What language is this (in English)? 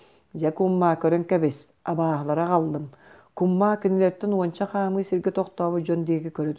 Yakut